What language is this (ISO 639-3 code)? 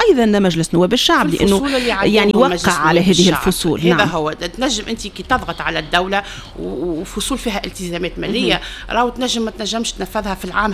aeb